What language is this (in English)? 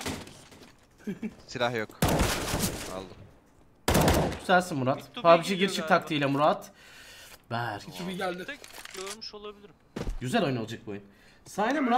Turkish